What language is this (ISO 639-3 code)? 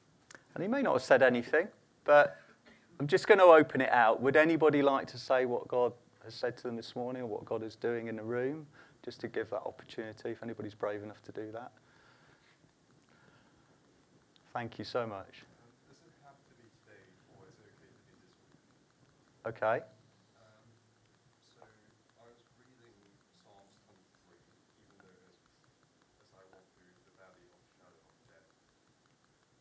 eng